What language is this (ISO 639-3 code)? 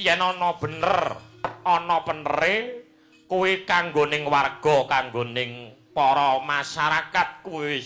jav